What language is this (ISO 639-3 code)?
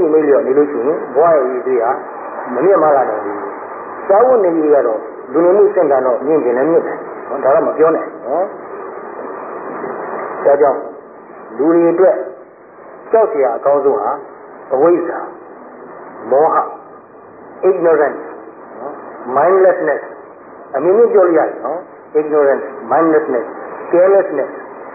mya